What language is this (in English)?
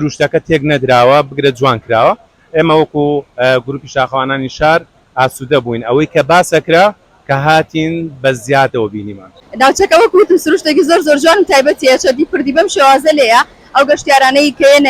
Central Kurdish